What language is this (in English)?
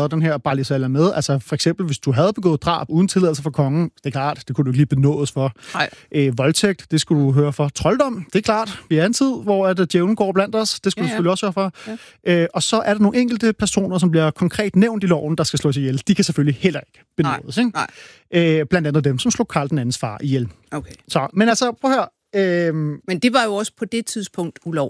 Danish